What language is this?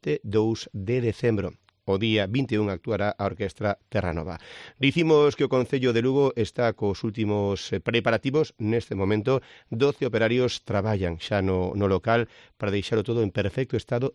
Galician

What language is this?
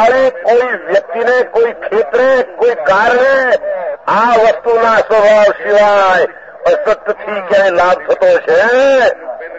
Gujarati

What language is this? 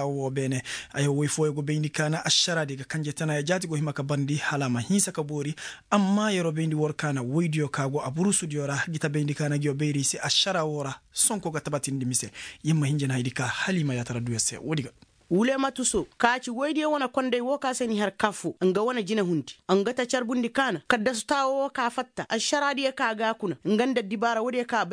Koyraboro Senni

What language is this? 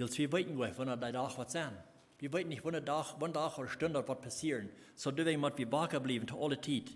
Plautdietsch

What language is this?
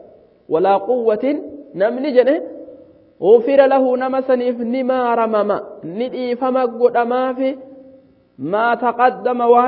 Oromo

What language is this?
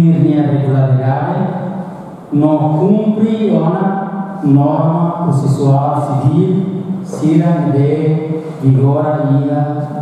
Tetum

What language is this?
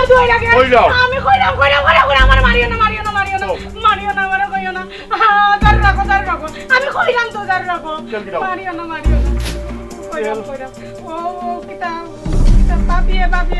Sylheti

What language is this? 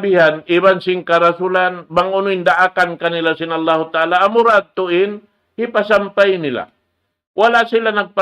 Tausug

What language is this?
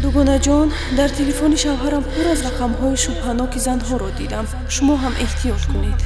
Tajik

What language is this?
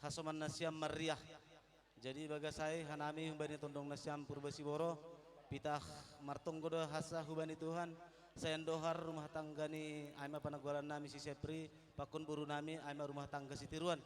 Batak Simalungun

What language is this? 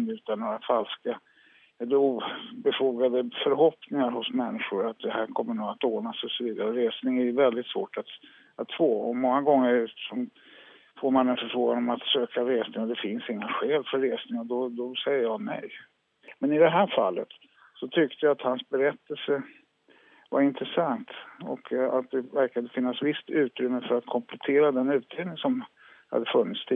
Swedish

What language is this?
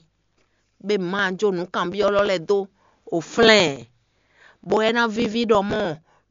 Fon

